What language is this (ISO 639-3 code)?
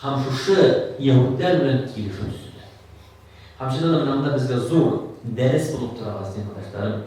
tat